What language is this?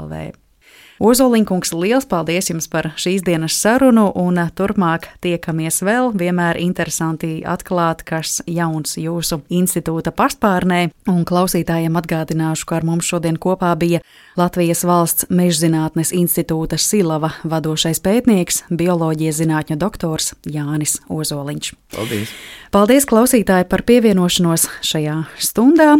Latvian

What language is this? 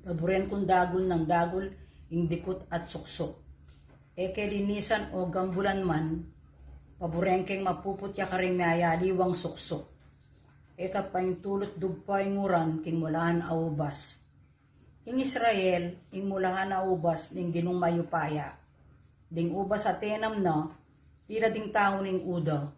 Pampanga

